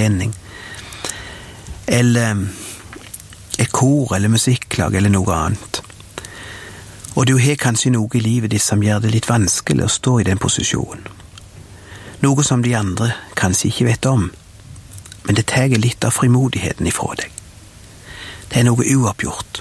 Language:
Norwegian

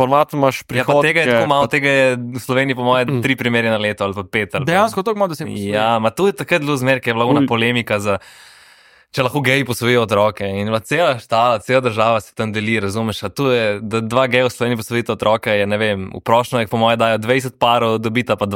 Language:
Slovenian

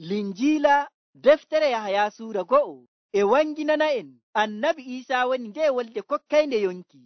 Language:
Nigerian Fulfulde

